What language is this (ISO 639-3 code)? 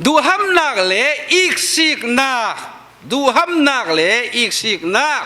cfm